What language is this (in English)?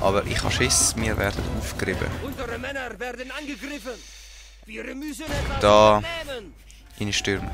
Swiss German